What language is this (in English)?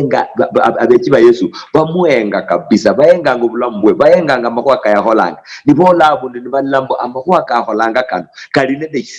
Luyia